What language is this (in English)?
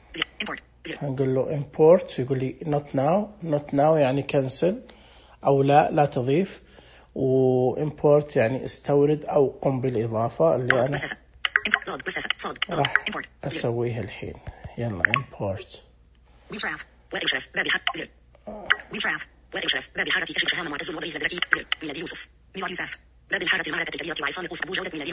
Najdi Arabic